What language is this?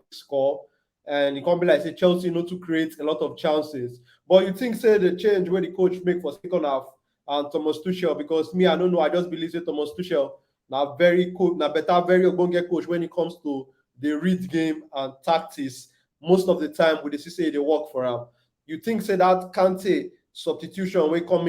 Nigerian Pidgin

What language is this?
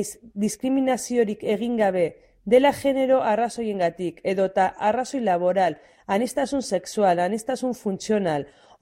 Basque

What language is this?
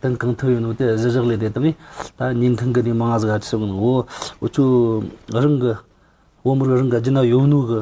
Amdo Tibetan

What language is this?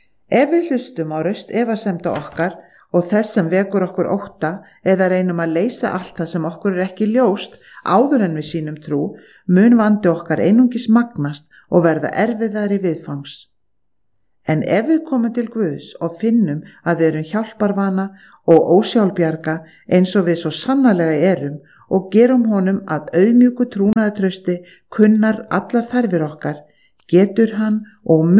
Icelandic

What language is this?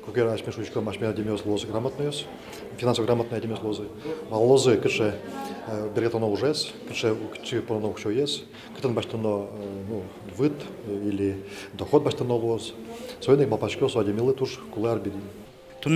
Udmurt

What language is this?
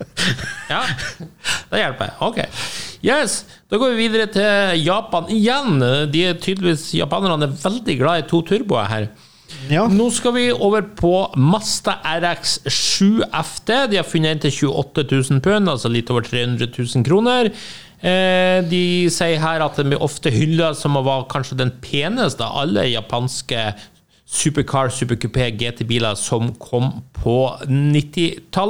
Norwegian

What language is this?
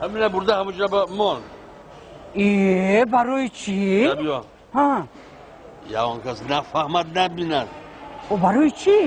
Tajik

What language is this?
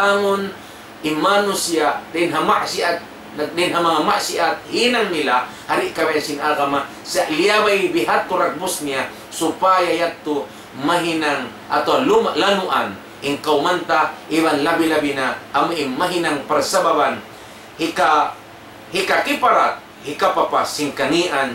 Tausug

